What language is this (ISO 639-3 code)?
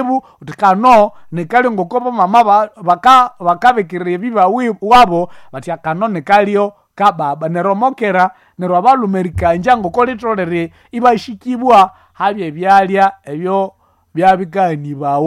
nnb